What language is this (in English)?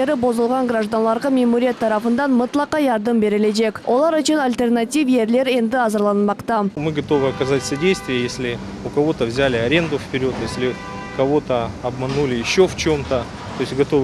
Crimean Tatar